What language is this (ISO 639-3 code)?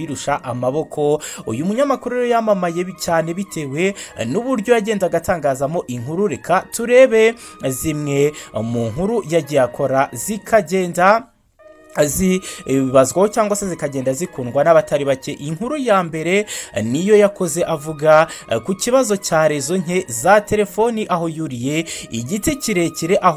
kin